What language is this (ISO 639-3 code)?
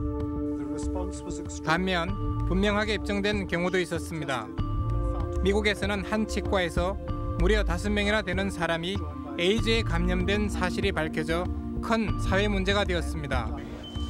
kor